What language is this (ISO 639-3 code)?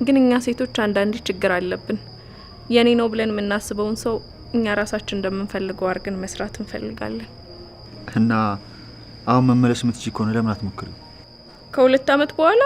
amh